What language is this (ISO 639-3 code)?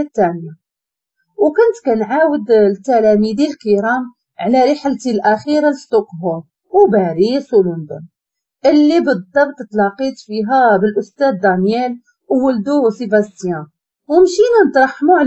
ary